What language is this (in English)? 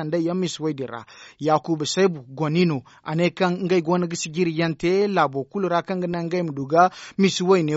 Zarma